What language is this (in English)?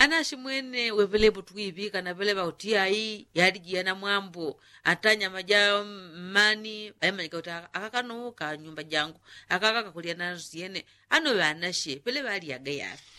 Yao